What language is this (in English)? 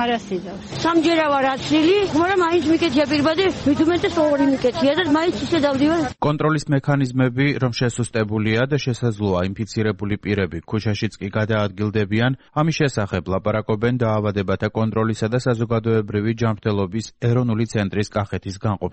Georgian